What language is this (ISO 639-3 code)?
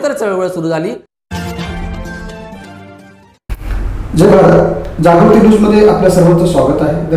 mar